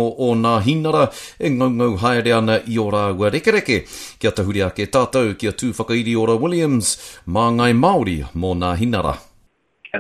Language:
Māori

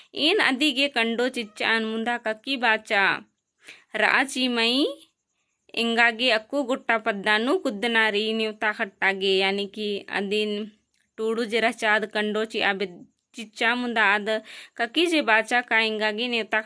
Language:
Kurukh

